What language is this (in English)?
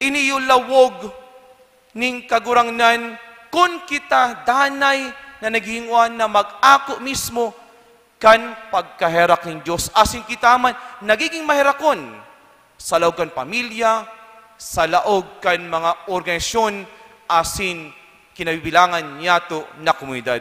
Bikol